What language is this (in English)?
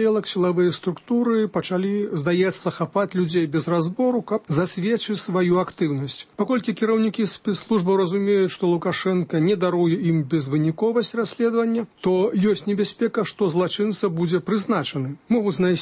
Belarusian